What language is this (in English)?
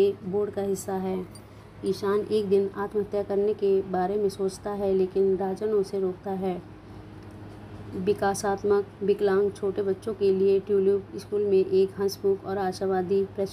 Hindi